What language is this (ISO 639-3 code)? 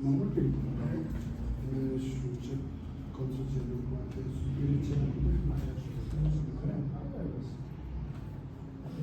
bod